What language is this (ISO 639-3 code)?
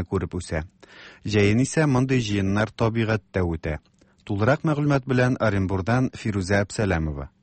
tat